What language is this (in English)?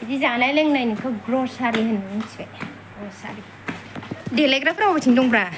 Bodo